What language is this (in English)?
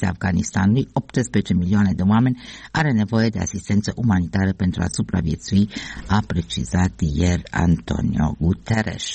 Romanian